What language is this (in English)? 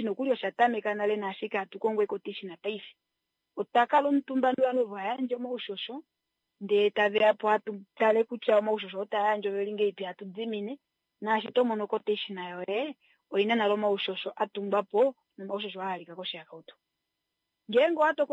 Kuanyama